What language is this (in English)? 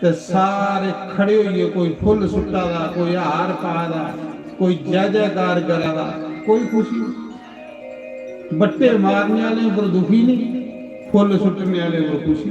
Dogri